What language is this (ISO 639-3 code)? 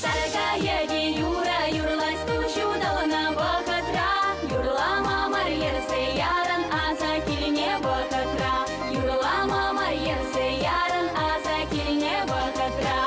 chv